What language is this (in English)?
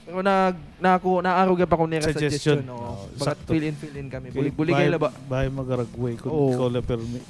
Waray